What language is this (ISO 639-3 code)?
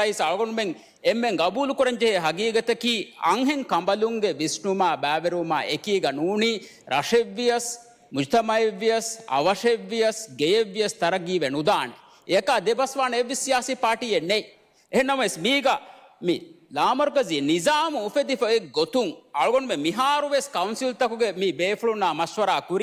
div